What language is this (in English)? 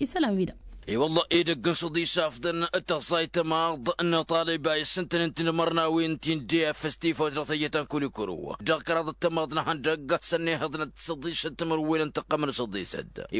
Tamasheq